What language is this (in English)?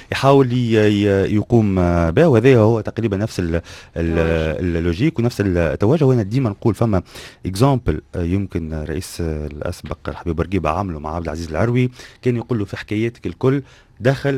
Tunisian Arabic